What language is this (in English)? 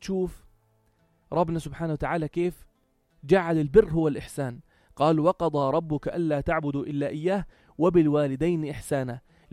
North Levantine Arabic